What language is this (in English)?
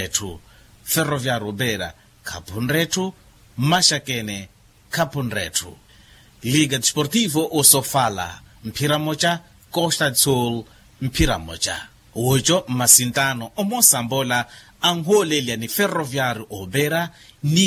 Makhuwa